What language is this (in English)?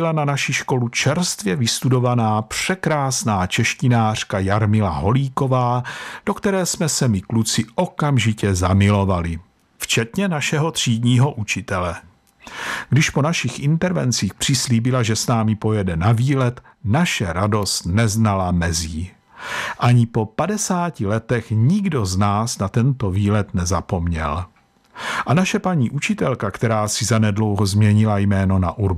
Czech